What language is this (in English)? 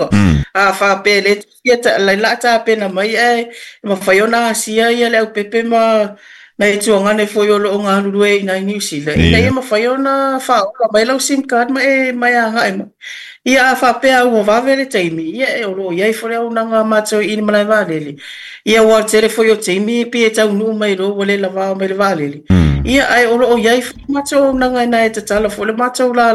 Samoan